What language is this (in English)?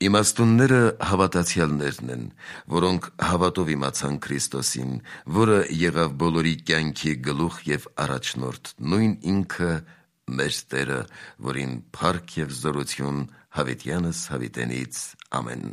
Armenian